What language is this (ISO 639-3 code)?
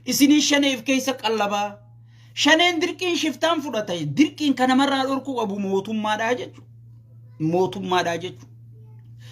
orm